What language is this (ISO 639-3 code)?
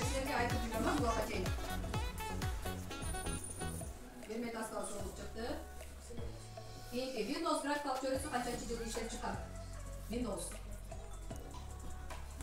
kir